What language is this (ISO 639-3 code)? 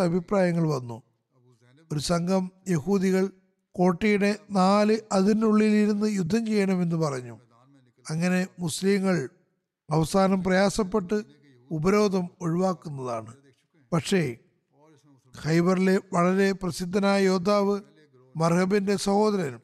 mal